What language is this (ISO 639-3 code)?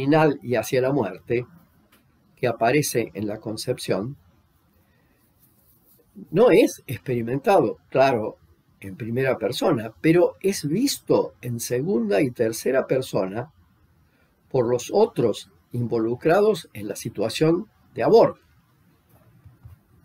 spa